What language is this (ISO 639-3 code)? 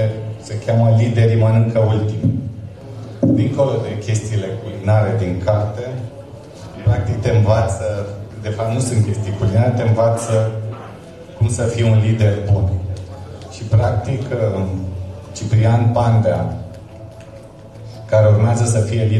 ron